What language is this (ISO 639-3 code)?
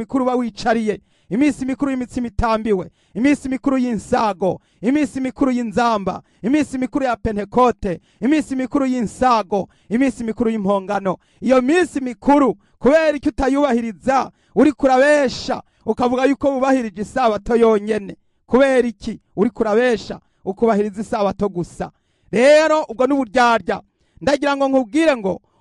run